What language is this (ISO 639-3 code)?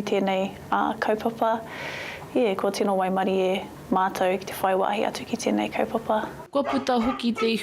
mri